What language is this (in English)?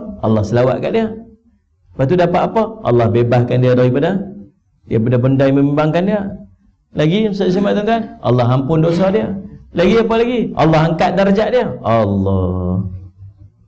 Malay